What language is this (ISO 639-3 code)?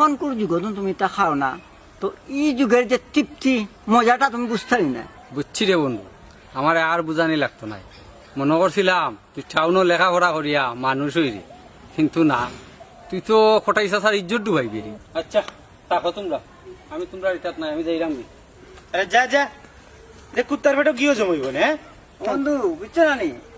syl